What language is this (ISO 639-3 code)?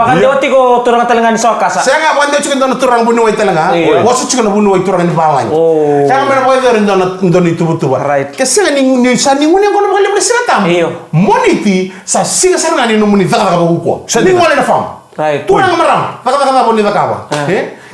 fij